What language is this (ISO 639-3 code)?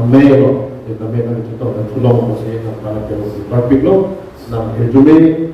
mjw